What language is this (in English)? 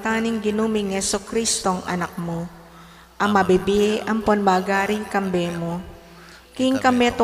Pampanga